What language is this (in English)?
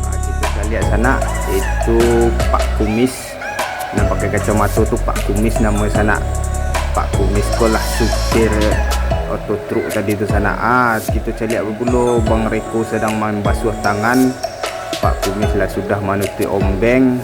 Minangkabau